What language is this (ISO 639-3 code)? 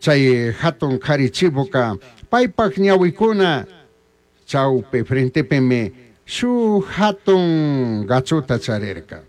qug